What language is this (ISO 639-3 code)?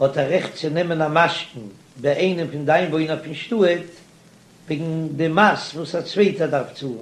yid